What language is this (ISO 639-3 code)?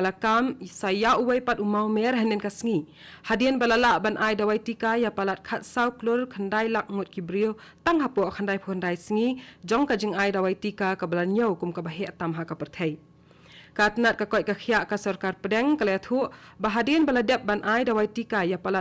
kha